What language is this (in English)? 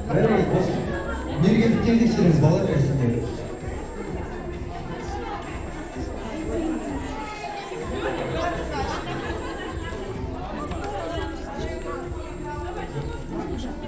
Kazakh